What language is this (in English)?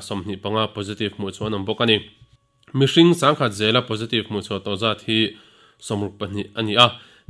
Mizo